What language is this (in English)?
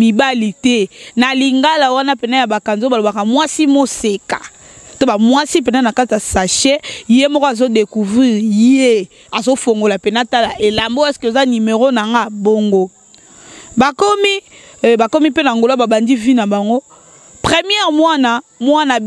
Lingala